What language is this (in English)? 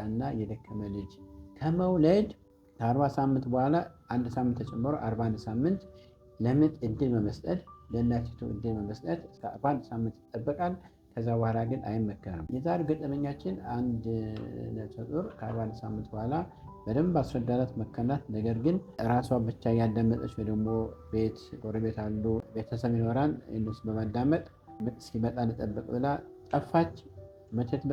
Amharic